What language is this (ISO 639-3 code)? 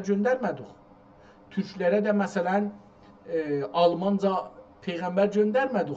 azb